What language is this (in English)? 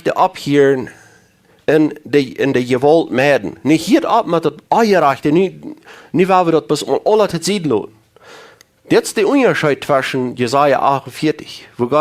Plautdietsch